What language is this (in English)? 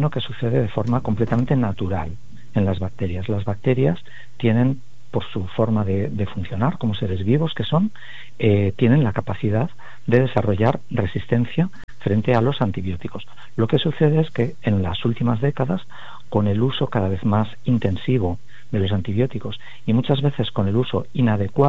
Spanish